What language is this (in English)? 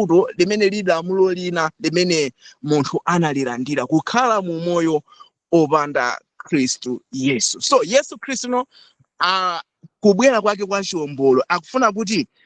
Nyanja